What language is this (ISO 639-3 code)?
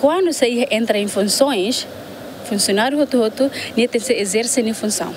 tet